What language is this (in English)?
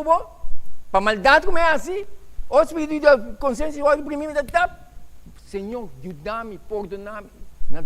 Papiamento